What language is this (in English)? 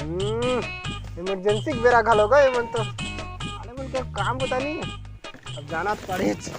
Chhattisgarhi